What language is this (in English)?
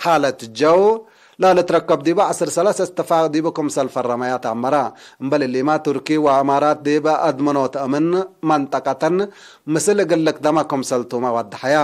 Tigre